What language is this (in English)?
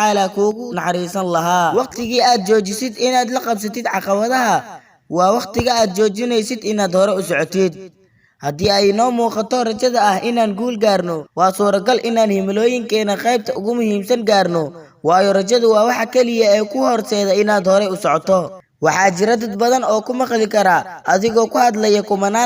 Somali